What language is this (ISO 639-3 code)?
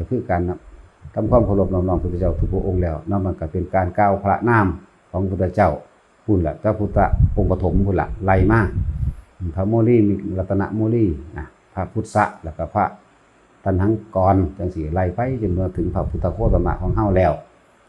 tts